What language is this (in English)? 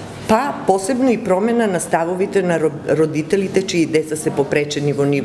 Macedonian